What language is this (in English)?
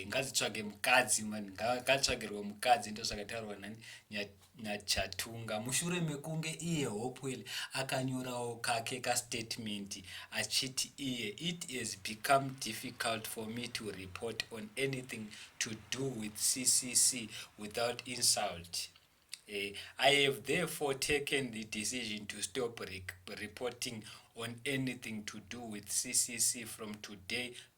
Shona